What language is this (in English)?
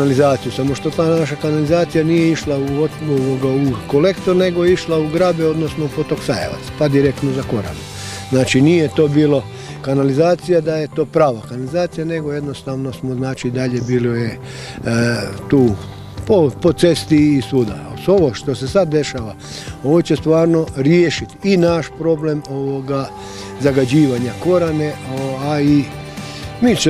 Croatian